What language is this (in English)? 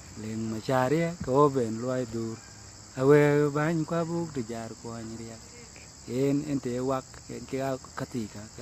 Dinka